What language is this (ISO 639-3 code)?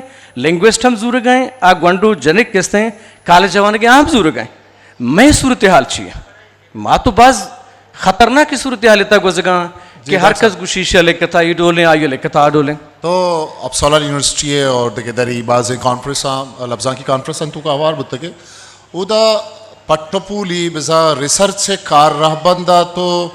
bgp